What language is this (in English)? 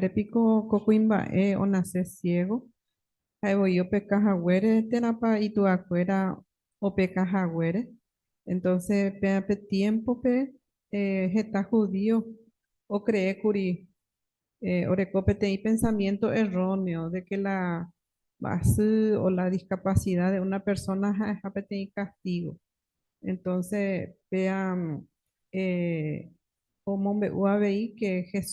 Guarani